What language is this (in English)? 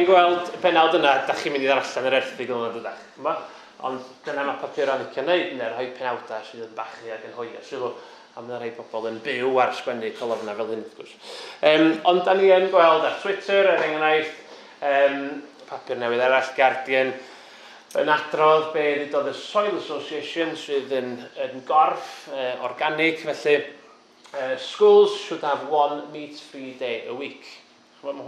Welsh